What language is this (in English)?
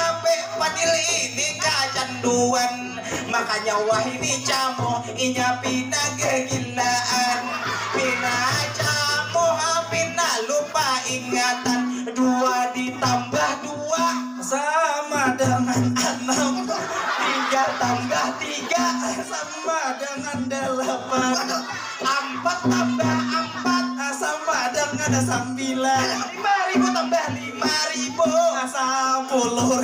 Banjar